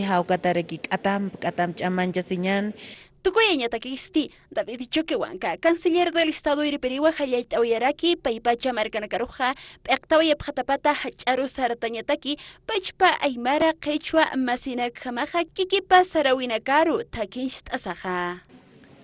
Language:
Aymara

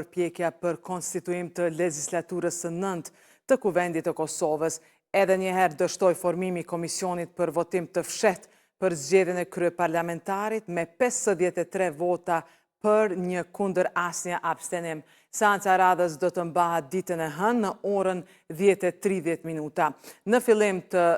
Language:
Albanian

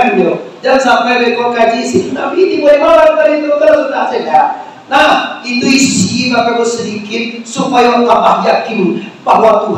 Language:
Minangkabau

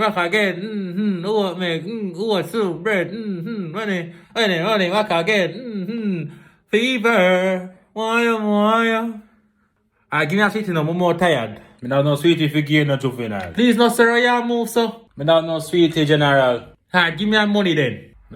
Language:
Jamaican Creole English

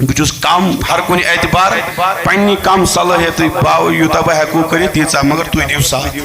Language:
Kashmiri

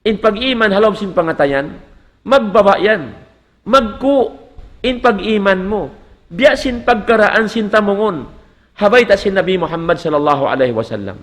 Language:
Tausug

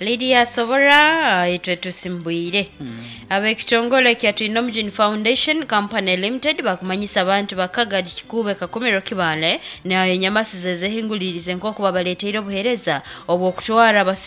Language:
Nyoro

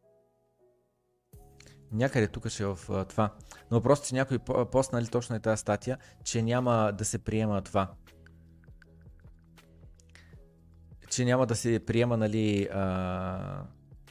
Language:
Bulgarian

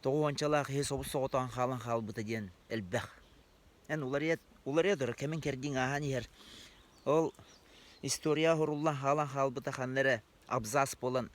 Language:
Yakut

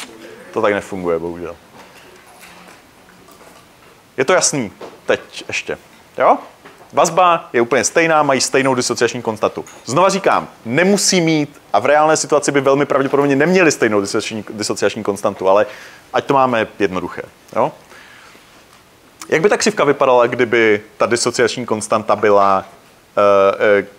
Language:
Czech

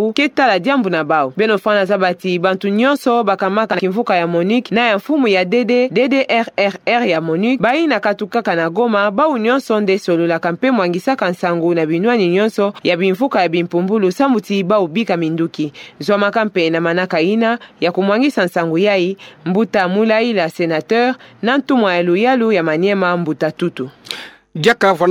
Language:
Kituba (Democratic Republic of Congo)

